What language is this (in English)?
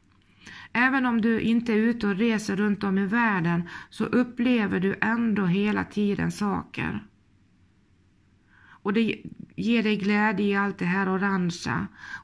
Swedish